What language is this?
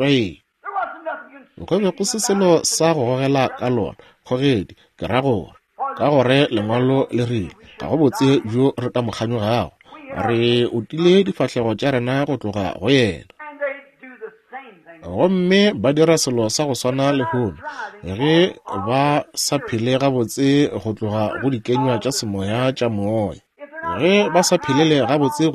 Northern Sotho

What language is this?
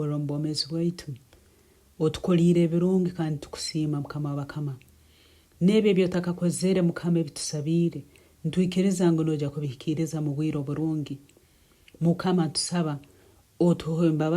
Nyankole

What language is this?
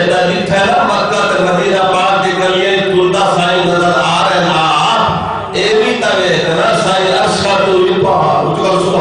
Saraiki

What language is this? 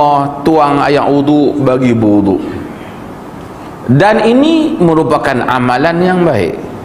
Malay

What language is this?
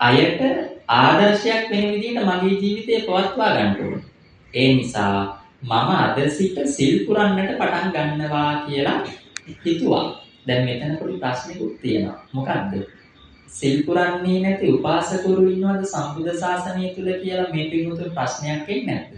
Sinhala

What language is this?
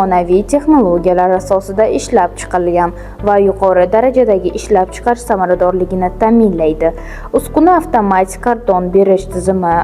Uzbek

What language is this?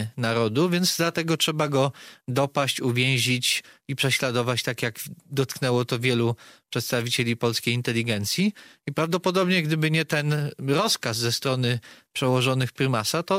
Polish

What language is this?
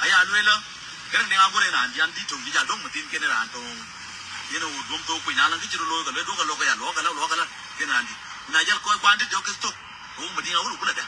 Nuer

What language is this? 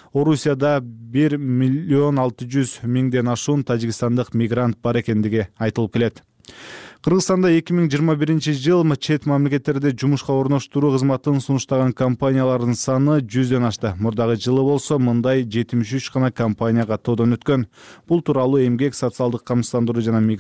Kyrgyz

